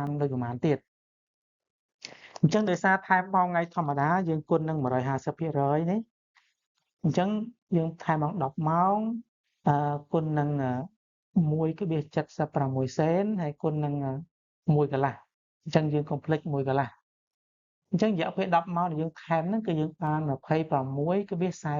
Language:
Khmer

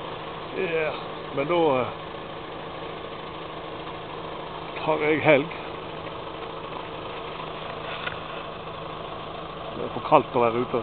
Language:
Norwegian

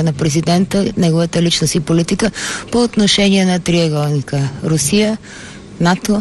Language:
Bulgarian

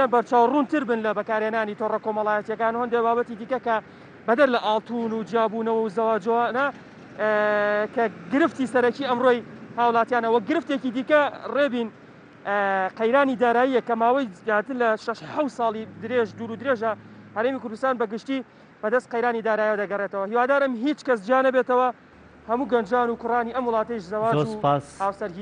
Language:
Central Kurdish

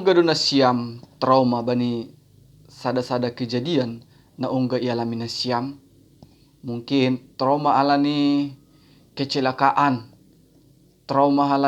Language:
Batak Simalungun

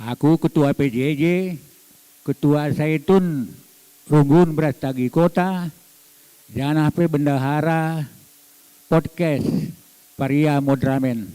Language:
Batak Karo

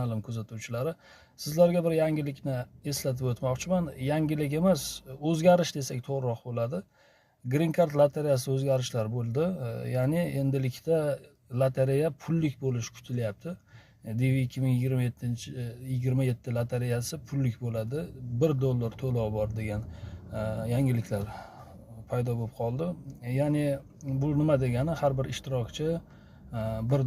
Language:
Uzbek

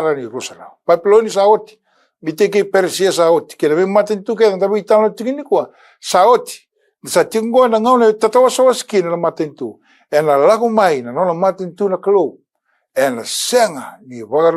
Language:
Fijian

